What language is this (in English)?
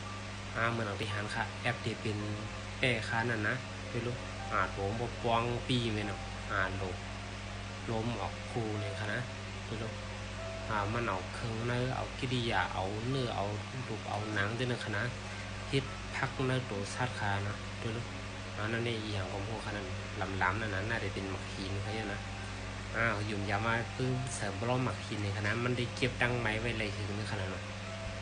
Shan